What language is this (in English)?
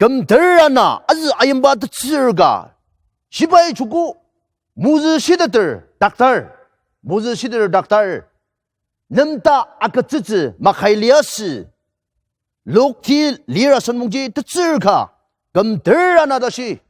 Ao Naga